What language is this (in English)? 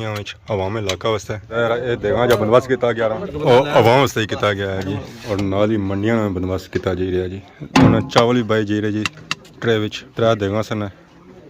Pahari-Potwari